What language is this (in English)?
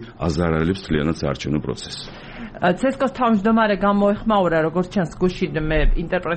Georgian